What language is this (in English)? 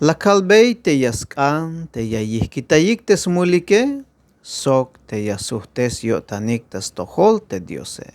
Tzeltal